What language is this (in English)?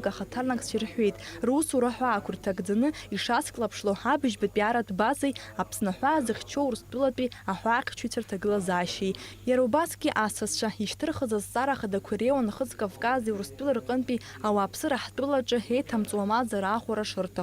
Abkhazian